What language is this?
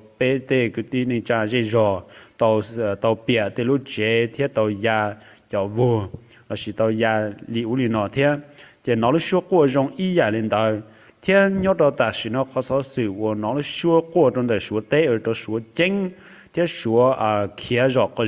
Hmong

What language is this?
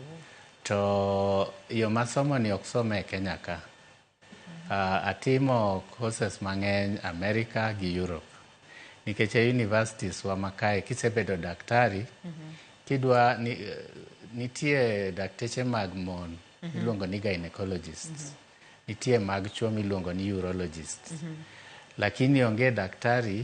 Luo (Kenya and Tanzania)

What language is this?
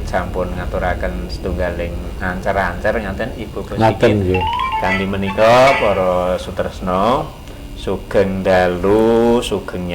Javanese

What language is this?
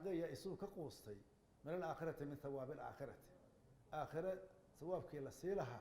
Somali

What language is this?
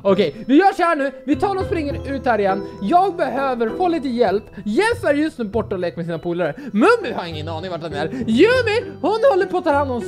Swedish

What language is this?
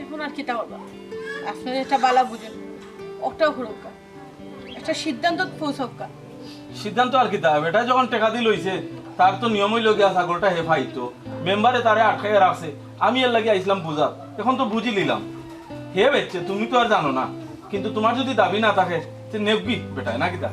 Sylheti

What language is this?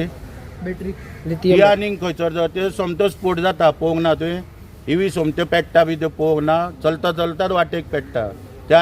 Konkani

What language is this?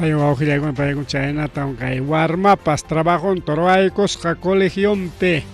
Ayacucho Quechua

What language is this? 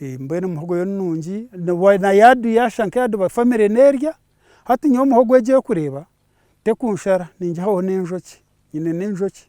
Nyankole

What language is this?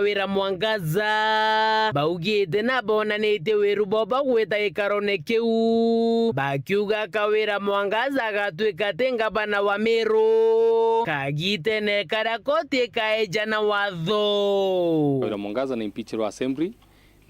Meru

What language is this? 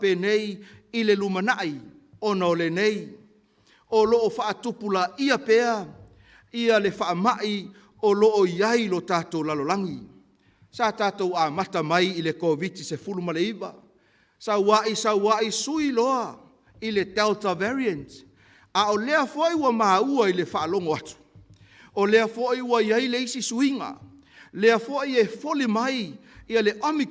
Samoan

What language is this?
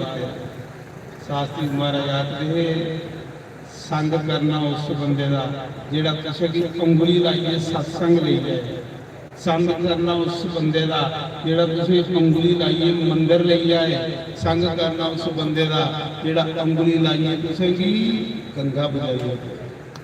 Dogri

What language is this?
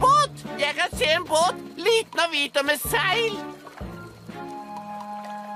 Norwegian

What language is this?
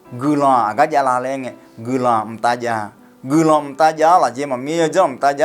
Akha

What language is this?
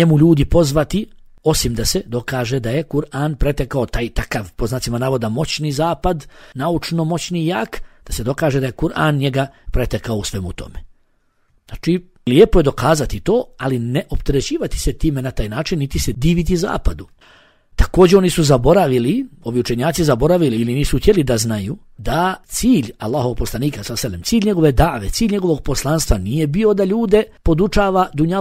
Bosnian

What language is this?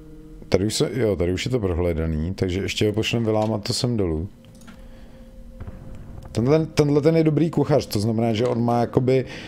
Czech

